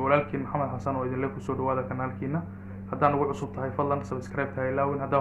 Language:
Somali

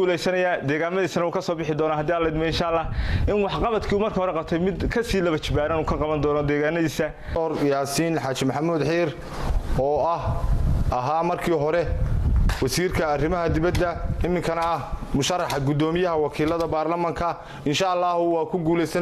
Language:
Somali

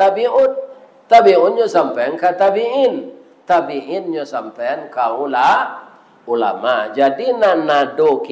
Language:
Minangkabau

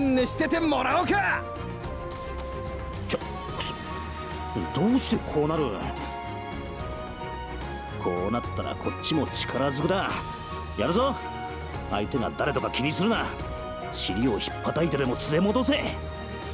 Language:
Japanese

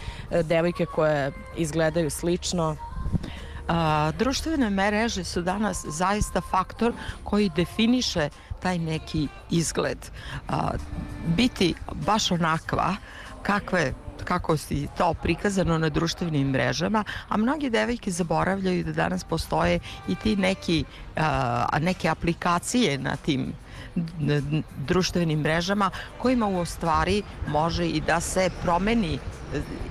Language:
Serbian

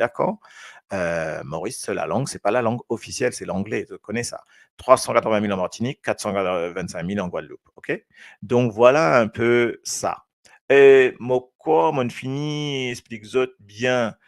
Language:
Morisyen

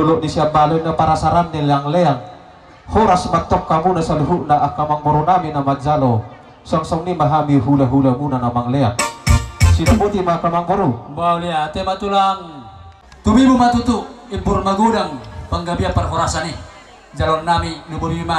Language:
Batak Toba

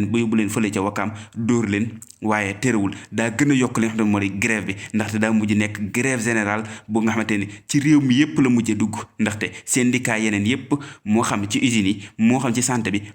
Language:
Wolof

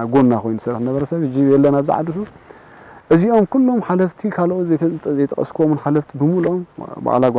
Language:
Tigrinya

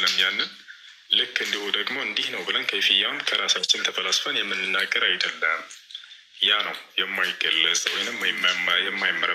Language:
Amharic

